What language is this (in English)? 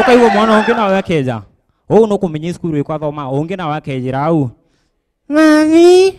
Meru